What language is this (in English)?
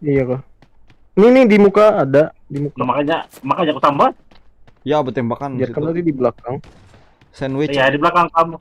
Banjar